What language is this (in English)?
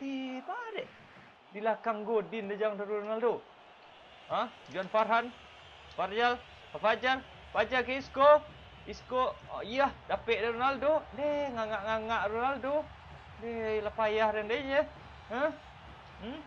Minangkabau